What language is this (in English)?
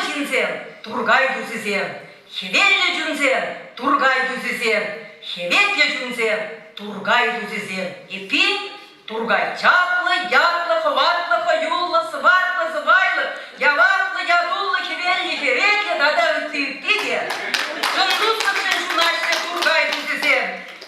Chuvash